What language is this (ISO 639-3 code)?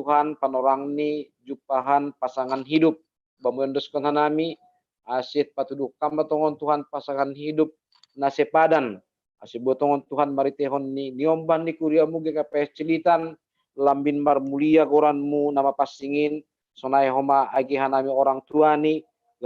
bts